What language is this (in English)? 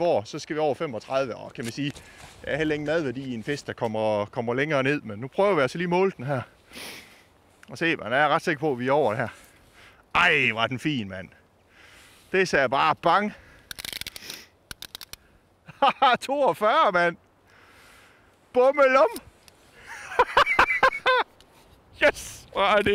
Danish